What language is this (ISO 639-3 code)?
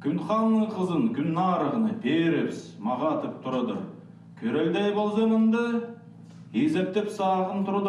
kjh